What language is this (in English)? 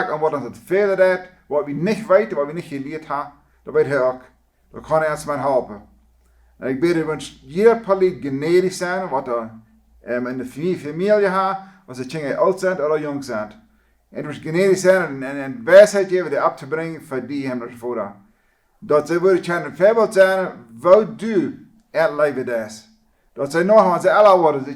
Plautdietsch